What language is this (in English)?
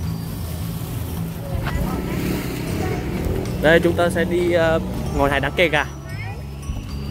Vietnamese